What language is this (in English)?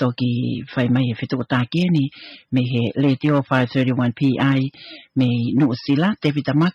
Tongan